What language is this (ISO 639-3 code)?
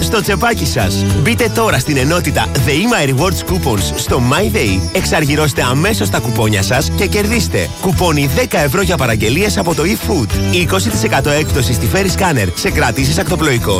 ell